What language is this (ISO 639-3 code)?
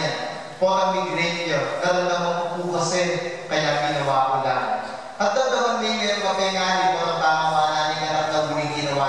pam